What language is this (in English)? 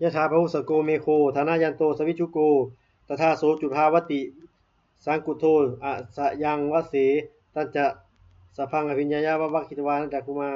Pali